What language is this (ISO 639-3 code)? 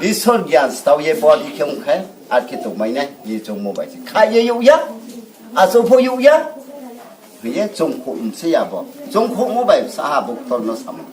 ria